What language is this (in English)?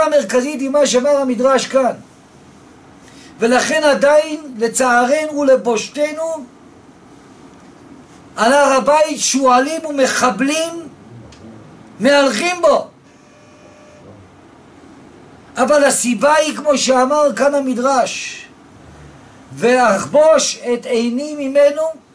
Hebrew